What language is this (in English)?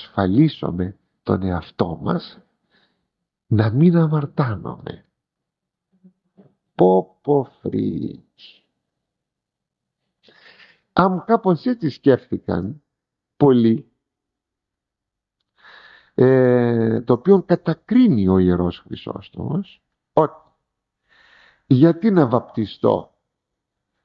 Greek